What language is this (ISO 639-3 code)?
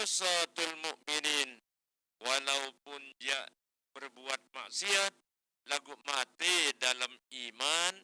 sas